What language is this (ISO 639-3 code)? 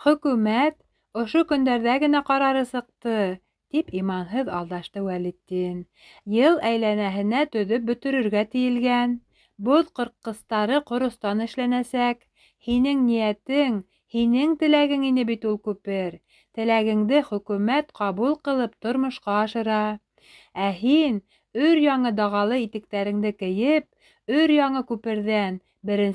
bak